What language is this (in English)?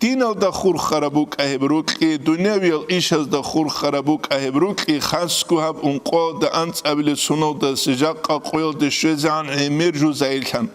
Avaric